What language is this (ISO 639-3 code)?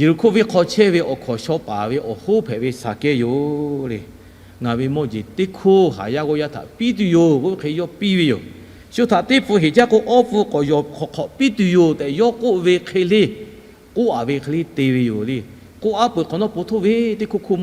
lhu